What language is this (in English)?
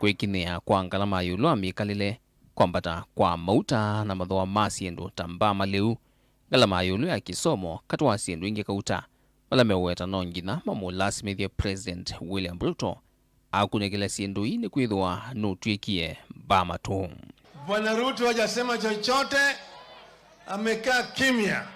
Kamba